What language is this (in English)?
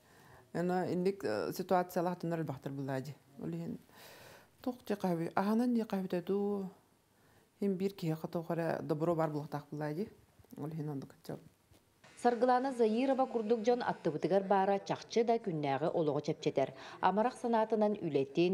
Yakut